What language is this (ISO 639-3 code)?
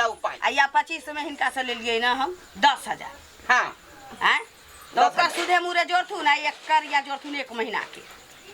mai